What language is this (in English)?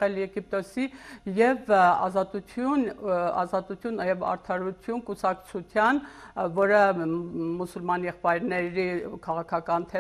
Armenian